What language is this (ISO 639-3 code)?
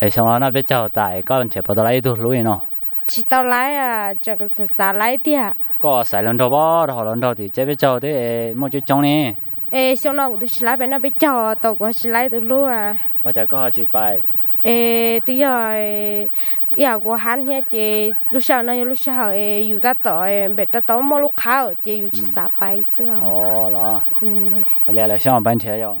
hmn